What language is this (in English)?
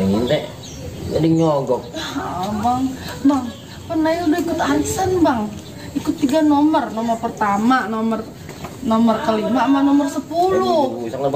Betawi